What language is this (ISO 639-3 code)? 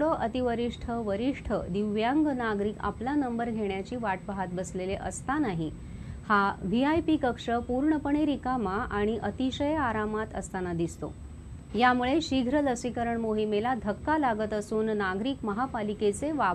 mar